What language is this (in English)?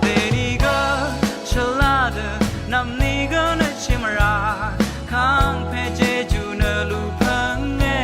Rawang